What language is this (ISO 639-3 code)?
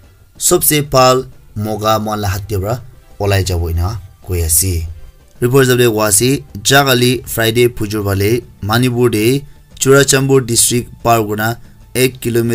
nag